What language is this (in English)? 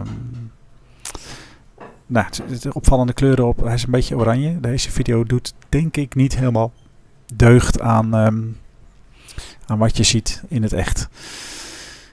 Dutch